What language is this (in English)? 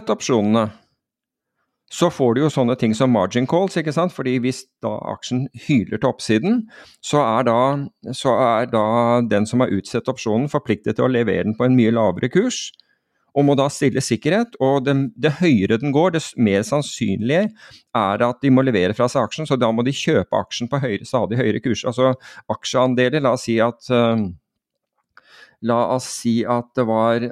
Norwegian